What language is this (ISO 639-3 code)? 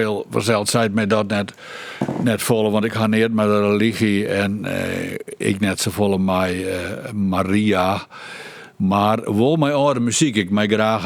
fry